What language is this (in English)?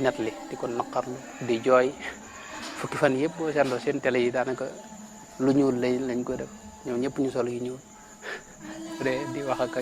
Wolof